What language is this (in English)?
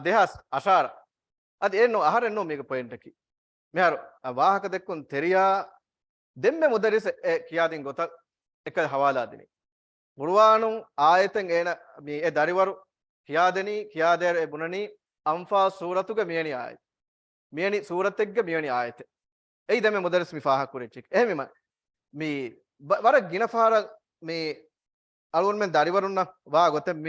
Divehi